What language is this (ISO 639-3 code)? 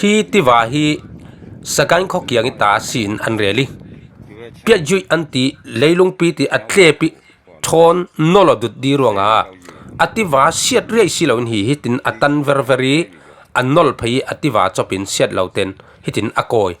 cfm